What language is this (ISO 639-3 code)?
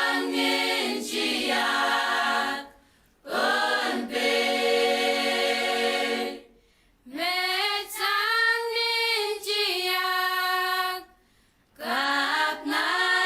pon